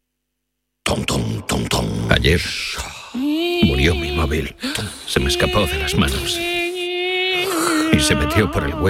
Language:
Spanish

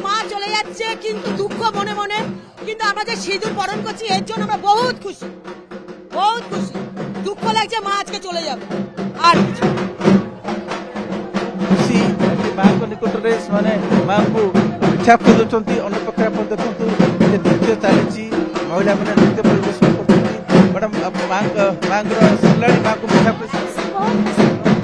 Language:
Odia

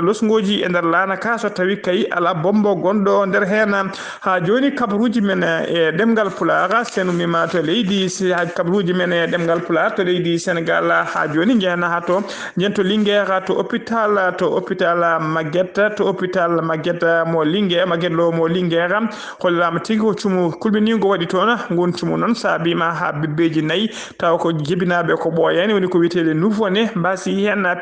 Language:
Fula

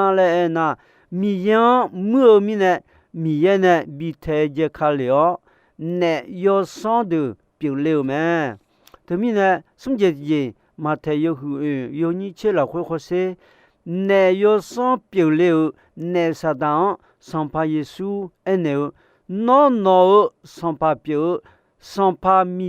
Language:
Akha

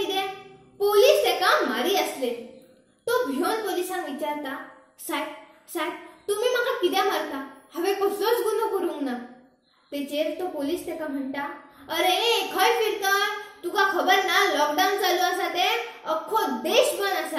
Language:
Konkani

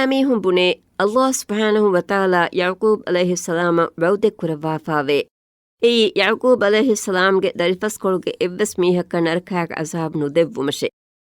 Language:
Divehi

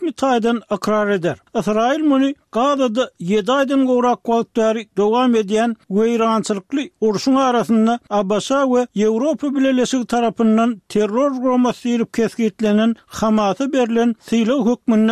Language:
Turkmen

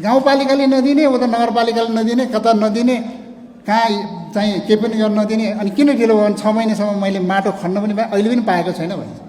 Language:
Nepali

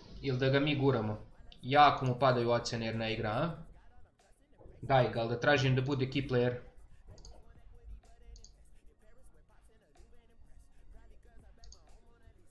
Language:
Serbian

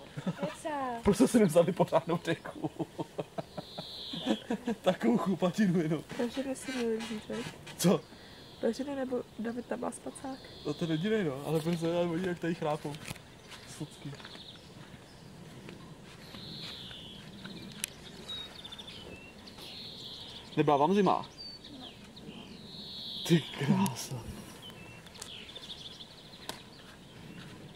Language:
Czech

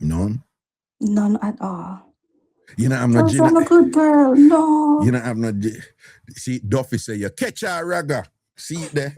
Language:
Jamaican Creole English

